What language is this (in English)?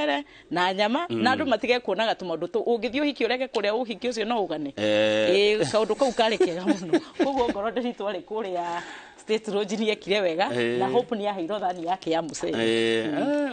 Kikuyu